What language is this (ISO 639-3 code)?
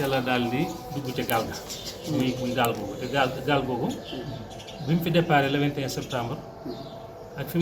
wol